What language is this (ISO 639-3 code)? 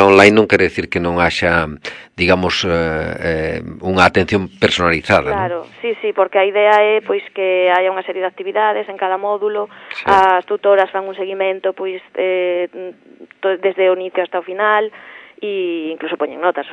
glg